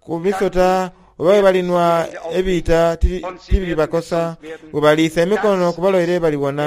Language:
Soga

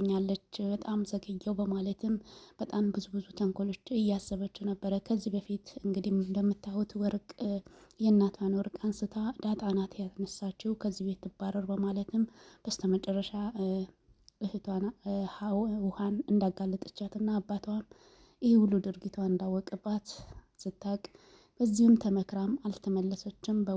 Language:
Amharic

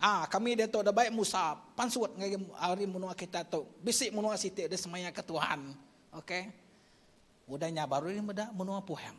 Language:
Iban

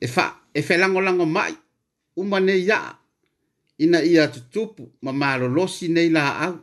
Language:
Samoan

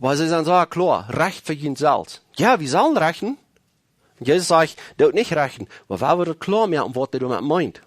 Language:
Plautdietsch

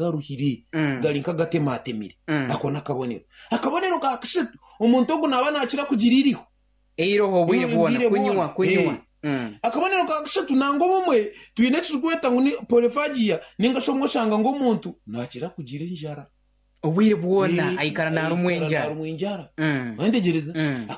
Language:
Nyankole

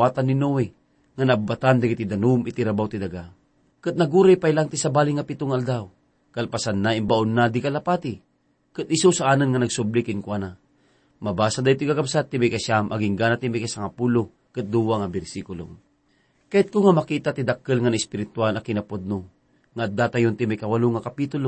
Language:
Iloko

